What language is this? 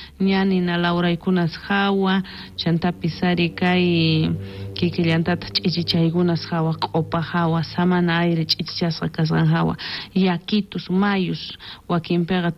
South Bolivian Quechua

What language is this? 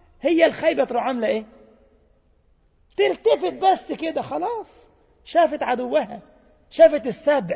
Egyptian Arabic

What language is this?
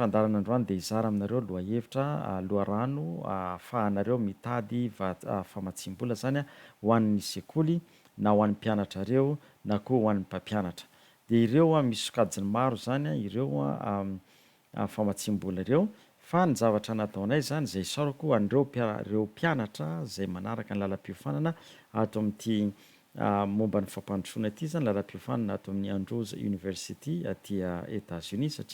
Malagasy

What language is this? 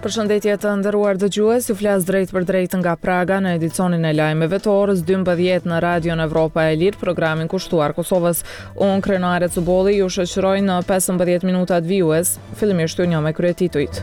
Albanian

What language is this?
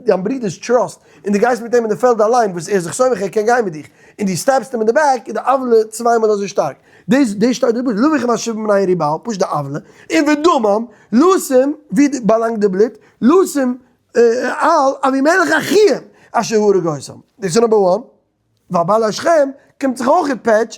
Yiddish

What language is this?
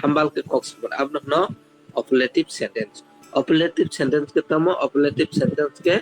Kok Borok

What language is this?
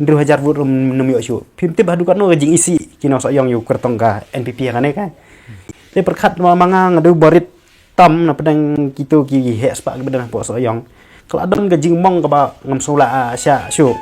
Khasi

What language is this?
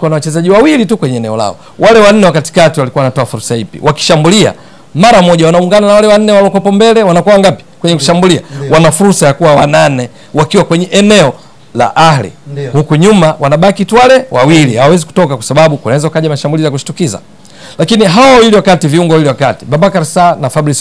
Swahili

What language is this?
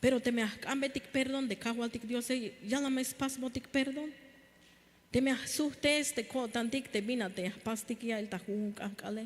Tzeltal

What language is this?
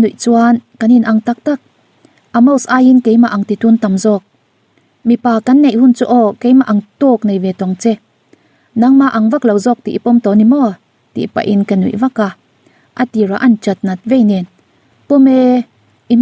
Mizo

